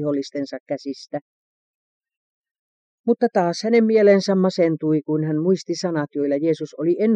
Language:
Finnish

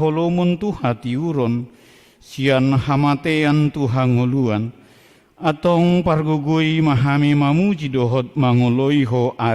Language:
Batak Toba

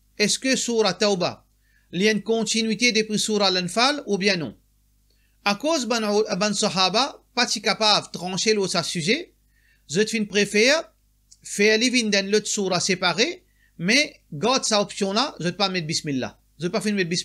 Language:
Morisyen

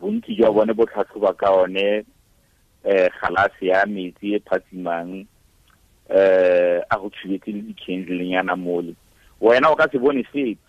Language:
Tswana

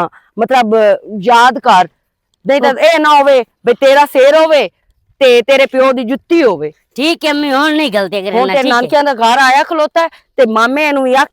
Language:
Western Panjabi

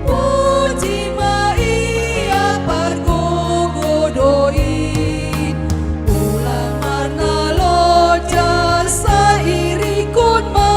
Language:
Batak Simalungun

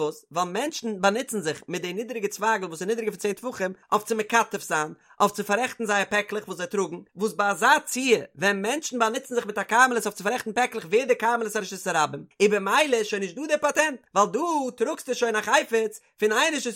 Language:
Yiddish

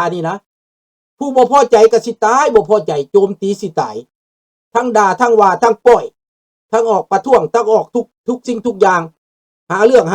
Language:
Lao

